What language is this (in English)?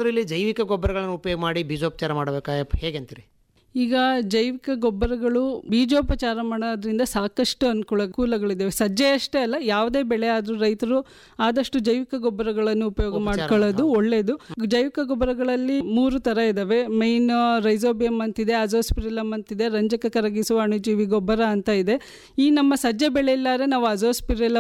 Kannada